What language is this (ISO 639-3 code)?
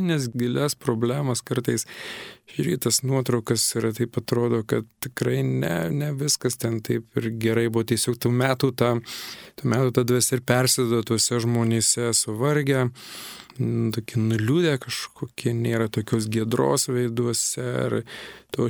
lit